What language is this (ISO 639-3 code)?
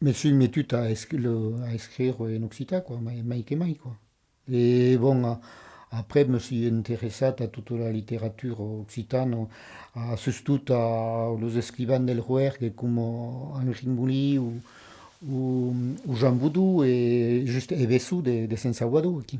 oci